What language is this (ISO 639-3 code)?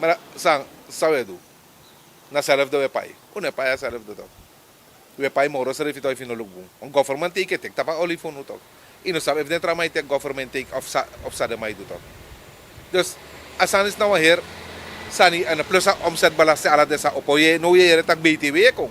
srn